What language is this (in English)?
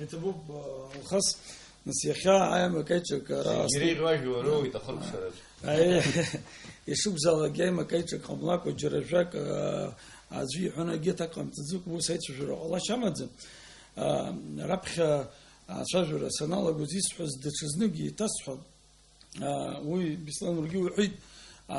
Abkhazian